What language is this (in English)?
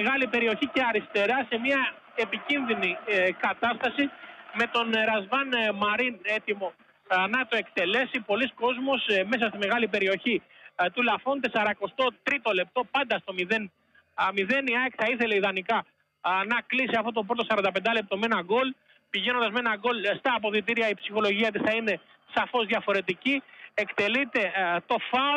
Greek